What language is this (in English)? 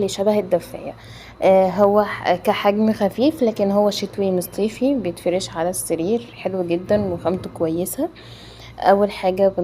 Egyptian Arabic